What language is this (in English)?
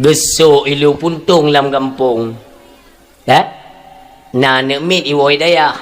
Achinese